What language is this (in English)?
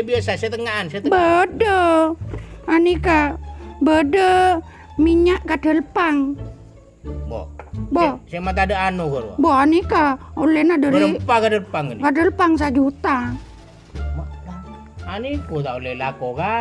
Madurese